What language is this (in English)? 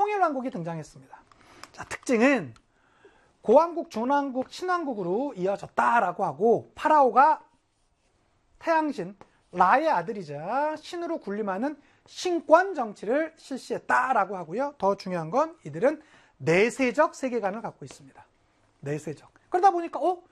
Korean